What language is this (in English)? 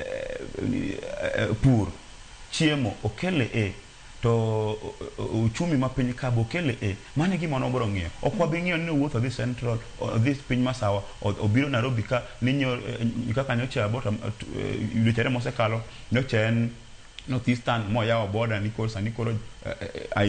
Luo (Kenya and Tanzania)